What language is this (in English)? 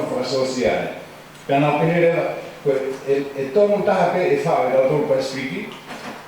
Tongan